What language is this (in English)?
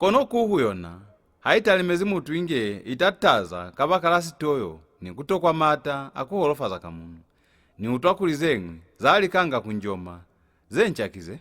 Lozi